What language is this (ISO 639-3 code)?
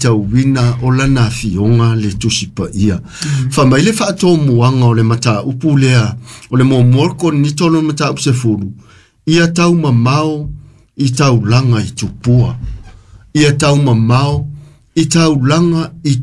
smo